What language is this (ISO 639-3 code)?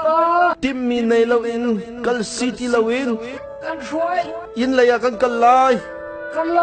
cnh